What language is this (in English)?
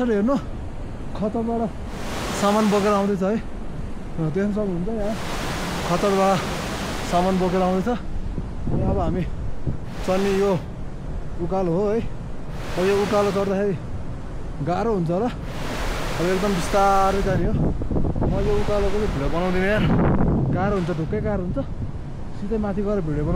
Nepali